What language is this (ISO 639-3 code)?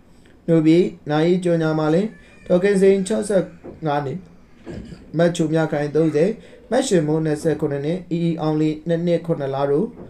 mya